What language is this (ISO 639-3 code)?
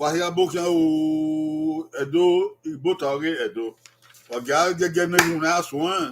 bin